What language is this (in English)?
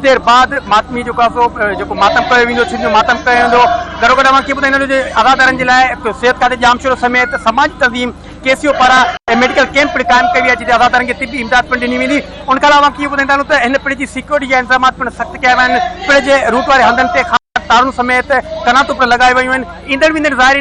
Sindhi